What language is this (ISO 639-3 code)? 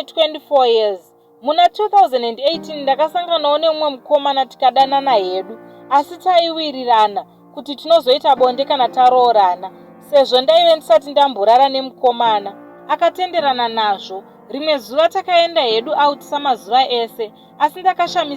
sna